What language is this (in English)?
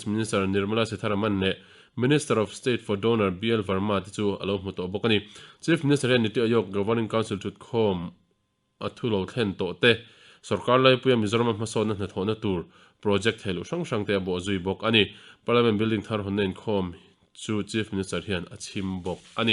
Mizo